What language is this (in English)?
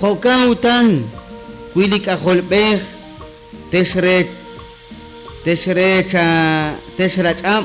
Kekchí